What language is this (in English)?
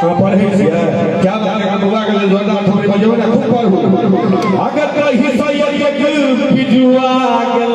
Maithili